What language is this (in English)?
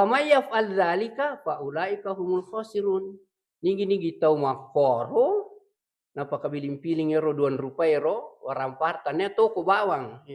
Buginese